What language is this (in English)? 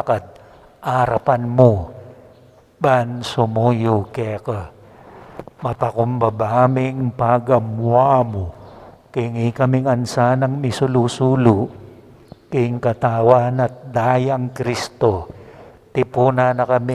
Pampanga